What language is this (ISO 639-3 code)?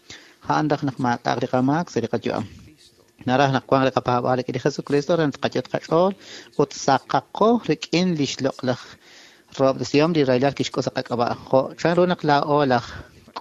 kek